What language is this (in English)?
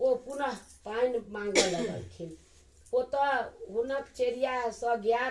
Maithili